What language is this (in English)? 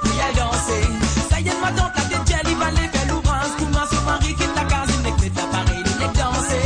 Morisyen